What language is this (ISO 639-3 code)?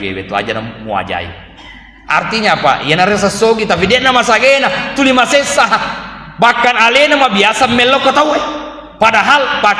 bug